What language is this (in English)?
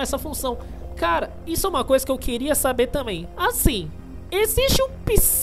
Portuguese